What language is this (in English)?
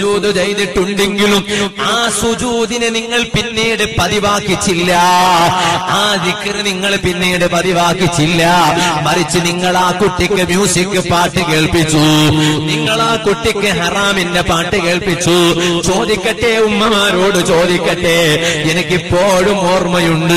Malayalam